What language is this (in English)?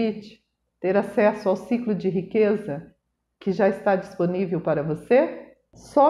Portuguese